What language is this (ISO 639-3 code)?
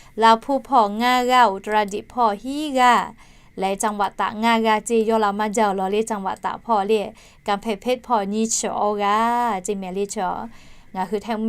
lhu